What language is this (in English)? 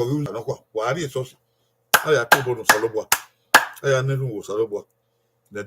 Bini